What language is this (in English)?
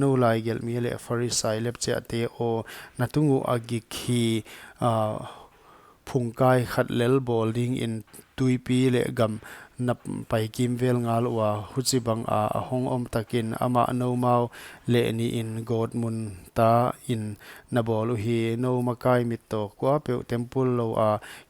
Paite Chin